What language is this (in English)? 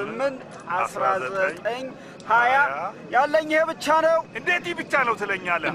Amharic